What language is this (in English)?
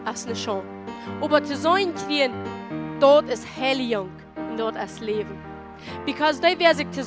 Plautdietsch